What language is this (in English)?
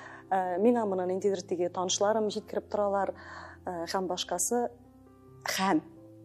Tatar